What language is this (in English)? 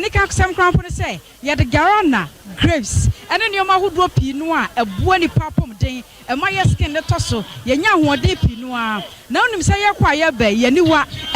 Akan